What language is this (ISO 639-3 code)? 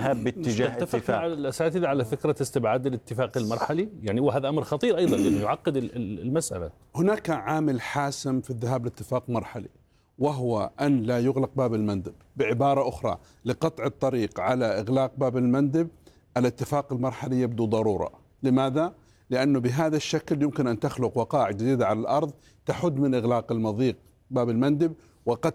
ara